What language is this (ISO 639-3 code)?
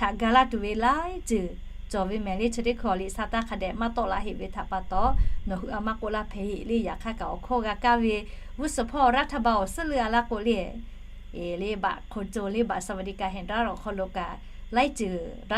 lhu